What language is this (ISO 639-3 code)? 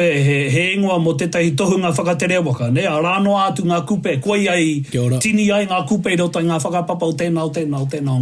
mri